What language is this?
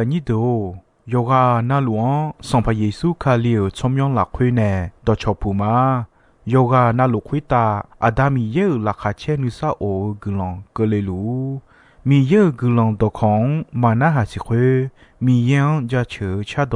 Akha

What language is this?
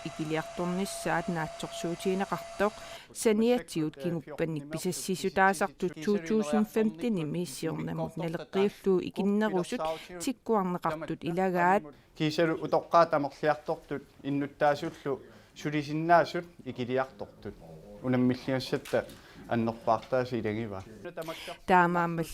Kalaallisut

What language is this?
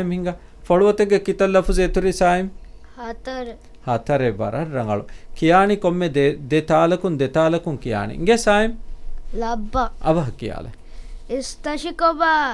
Divehi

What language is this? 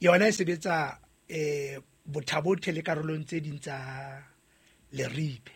Southern Sotho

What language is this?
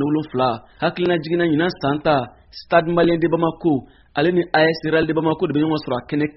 Bambara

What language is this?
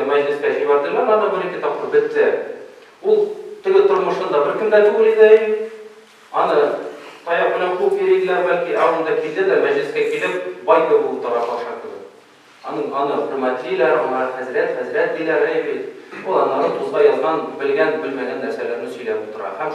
Tatar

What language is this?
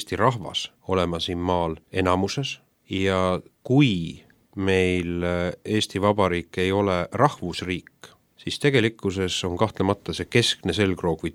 Estonian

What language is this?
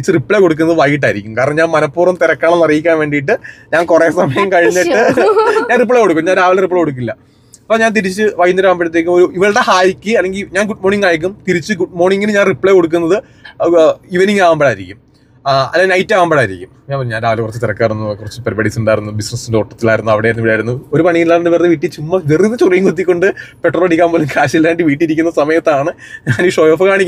Malayalam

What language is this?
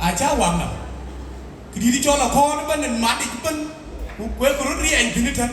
Dinka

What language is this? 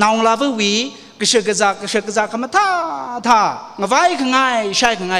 Tangkhul Naga (India)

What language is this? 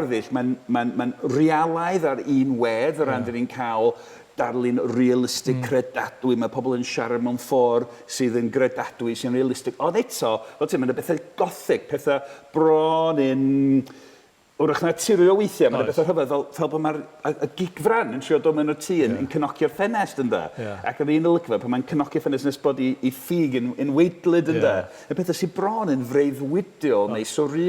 Welsh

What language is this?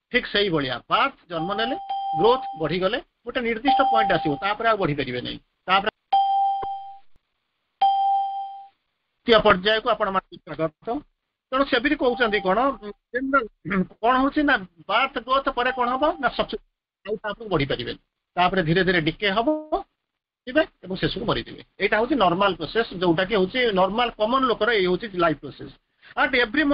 Odia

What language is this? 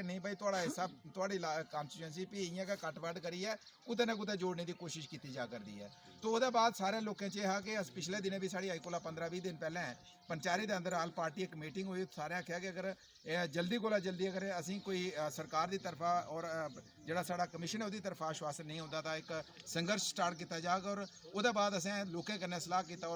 Dogri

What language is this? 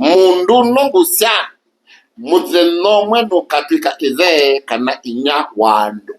Kamba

